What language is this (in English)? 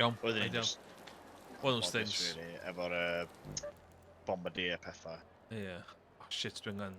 Welsh